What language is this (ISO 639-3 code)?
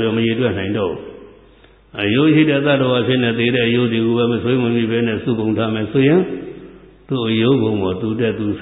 mya